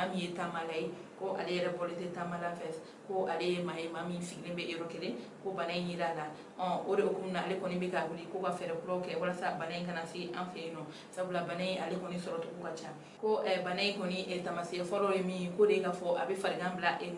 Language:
Bambara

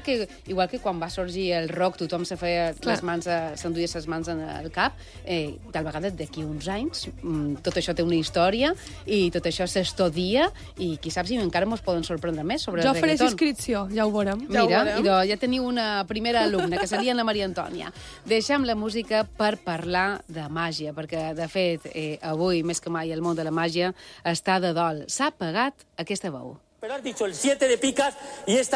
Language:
Catalan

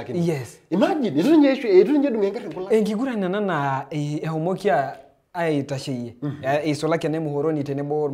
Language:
Masai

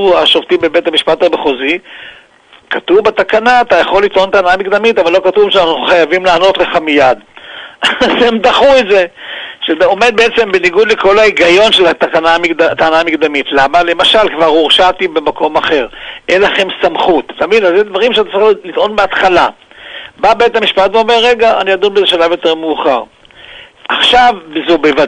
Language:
Hebrew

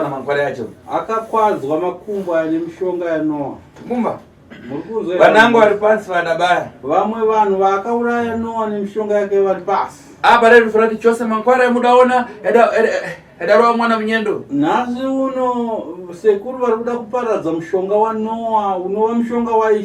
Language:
Shona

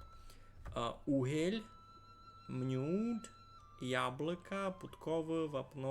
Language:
Rusyn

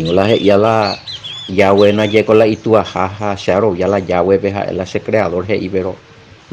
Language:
Guarani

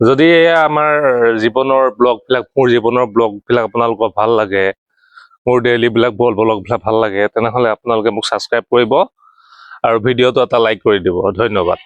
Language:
Assamese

